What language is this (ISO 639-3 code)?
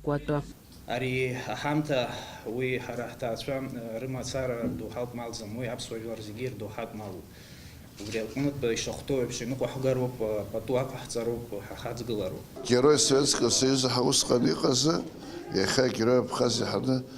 abk